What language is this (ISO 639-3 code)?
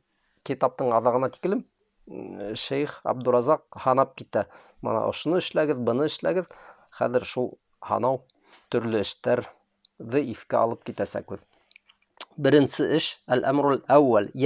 bak